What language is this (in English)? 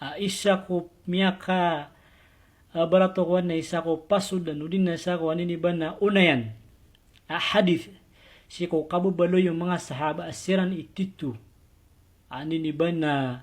Maranao